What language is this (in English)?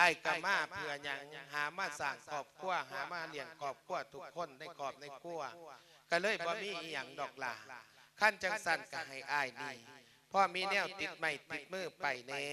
Lao